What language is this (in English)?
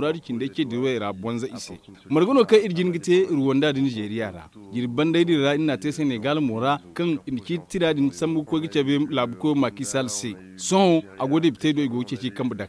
Zarma